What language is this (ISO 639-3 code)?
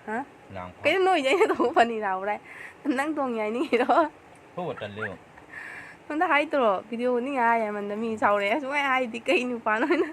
mni